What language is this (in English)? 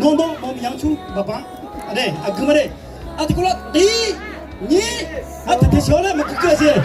Akha